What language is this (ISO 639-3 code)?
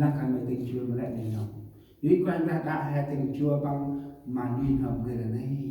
cmo